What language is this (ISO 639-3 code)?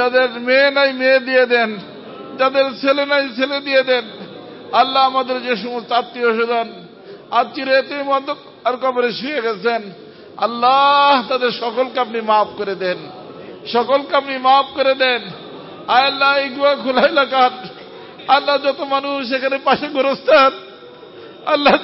ben